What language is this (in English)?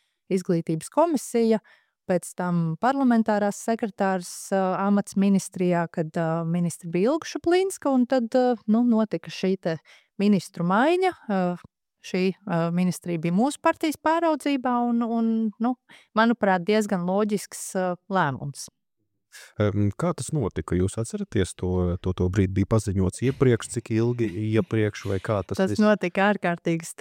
Latvian